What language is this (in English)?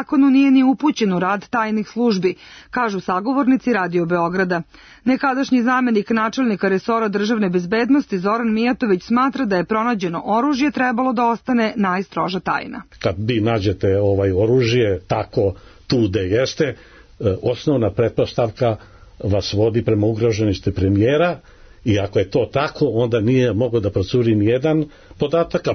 Serbian